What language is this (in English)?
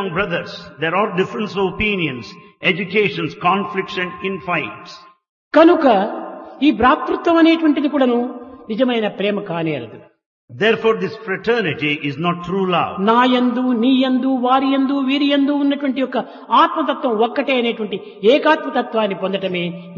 Telugu